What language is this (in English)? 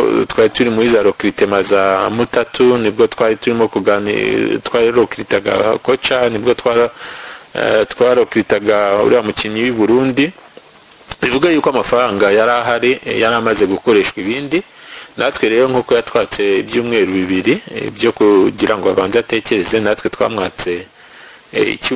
Kinyarwanda